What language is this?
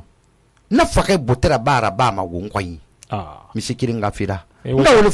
Susu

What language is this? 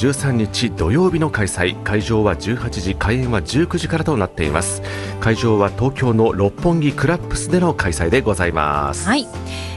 Japanese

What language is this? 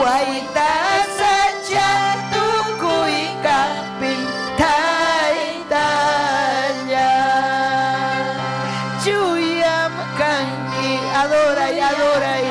Ayacucho Quechua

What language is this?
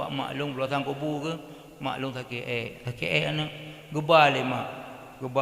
Achinese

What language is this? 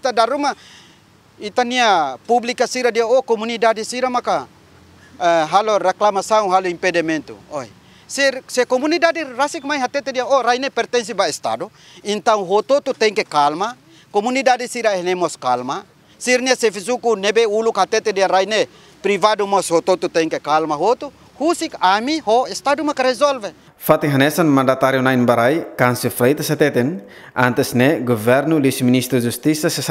Tetum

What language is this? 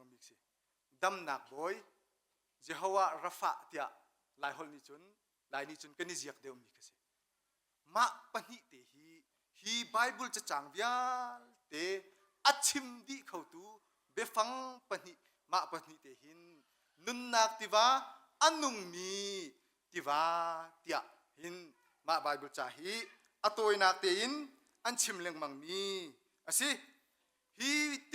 Hakha Chin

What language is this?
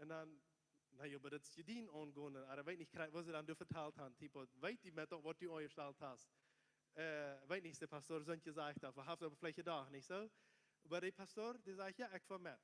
Plautdietsch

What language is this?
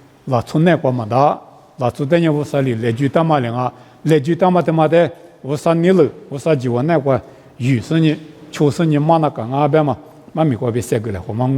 Lisu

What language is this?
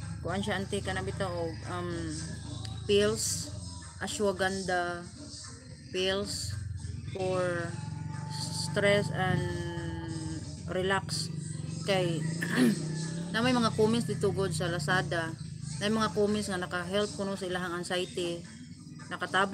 Cebuano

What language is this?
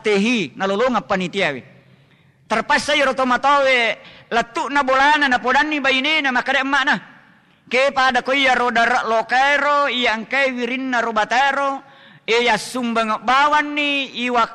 Buginese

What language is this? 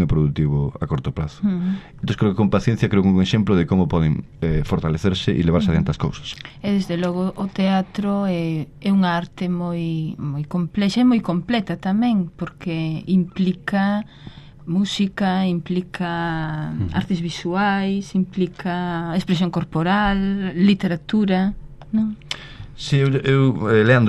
Galician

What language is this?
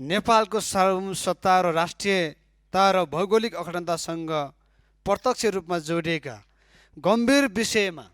Nepali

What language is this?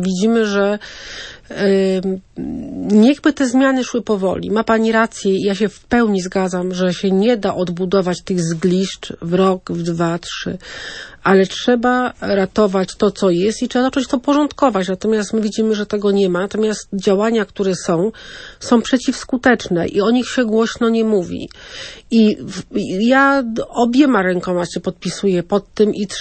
Polish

